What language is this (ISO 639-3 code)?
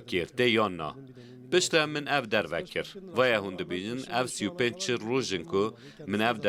kur